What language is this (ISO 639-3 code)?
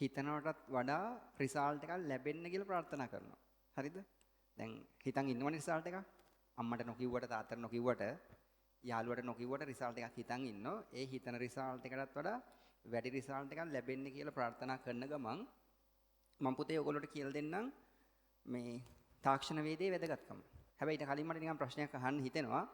sin